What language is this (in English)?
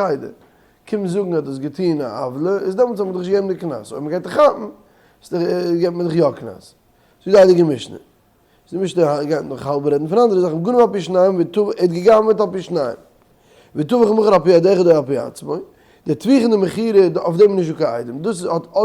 Yiddish